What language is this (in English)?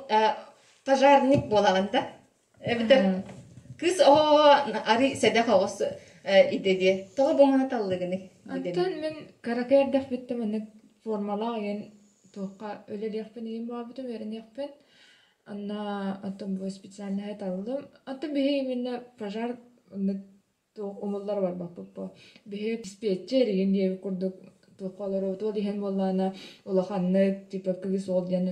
Yakut